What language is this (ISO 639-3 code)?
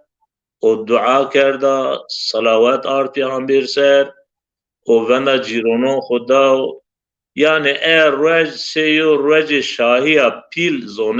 zza